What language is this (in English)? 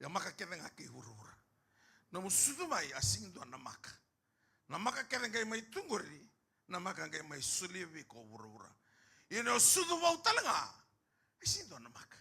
Fijian